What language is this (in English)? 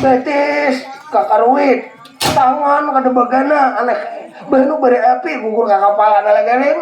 Banjar